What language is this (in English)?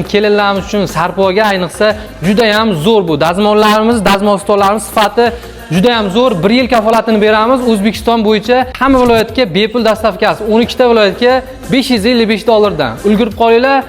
Uzbek